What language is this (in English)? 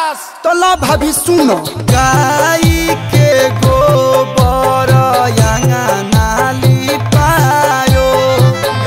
Bhojpuri